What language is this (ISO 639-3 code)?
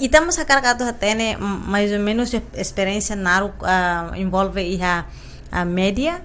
tet